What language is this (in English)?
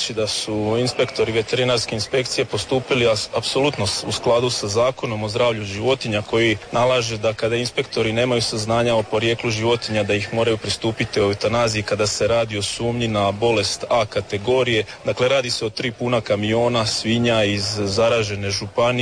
Croatian